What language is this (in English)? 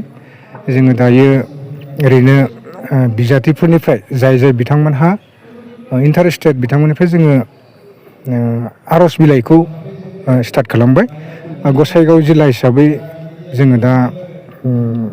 Bodo